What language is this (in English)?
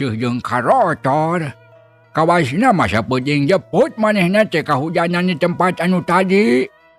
Sundanese